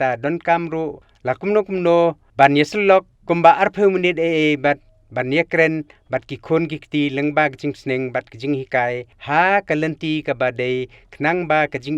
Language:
Khasi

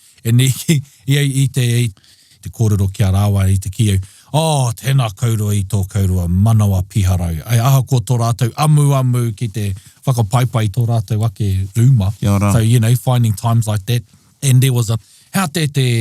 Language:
Māori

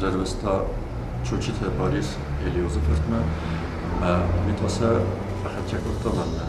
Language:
Ossetic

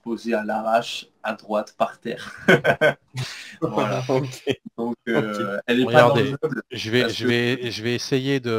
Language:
French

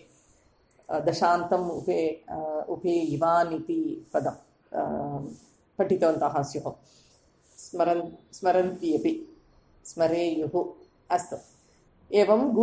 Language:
Sanskrit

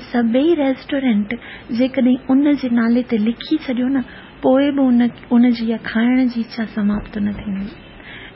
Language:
Sindhi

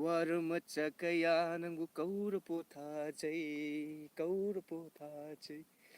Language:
Manipuri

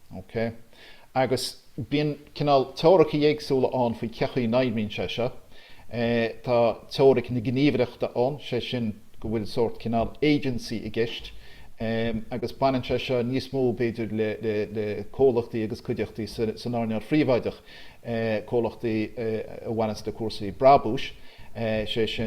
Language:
Irish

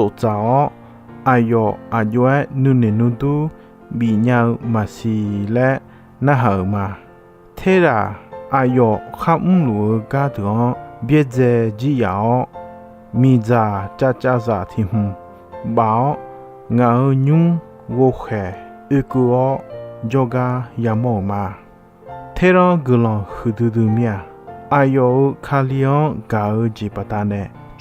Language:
Akha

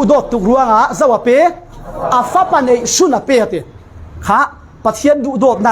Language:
Falam Chin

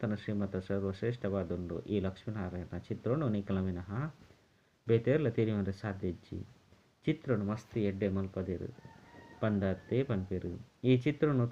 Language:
Tulu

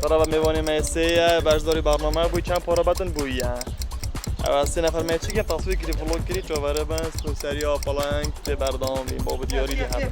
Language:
Kurdish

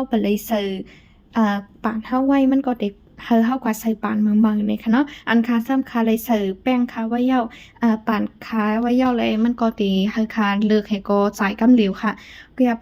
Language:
Shan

